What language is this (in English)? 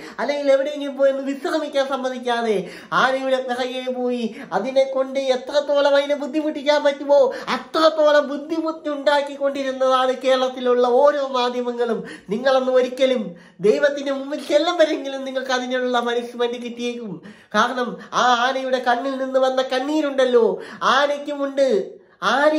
Malayalam